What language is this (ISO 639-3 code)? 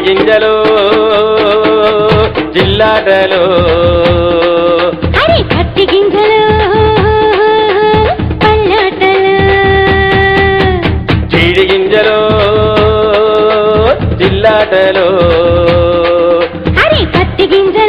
tel